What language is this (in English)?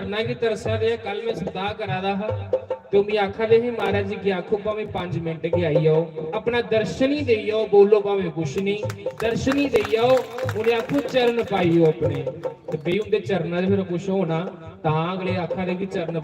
Dogri